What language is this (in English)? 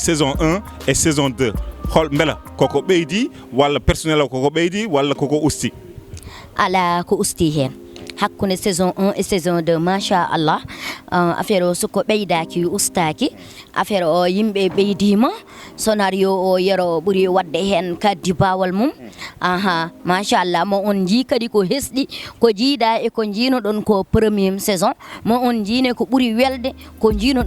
Fula